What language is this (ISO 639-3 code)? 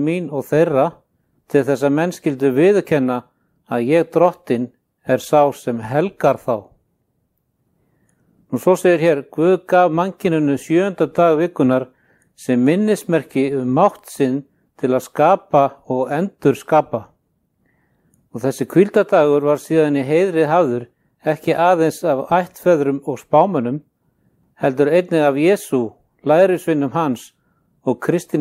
isl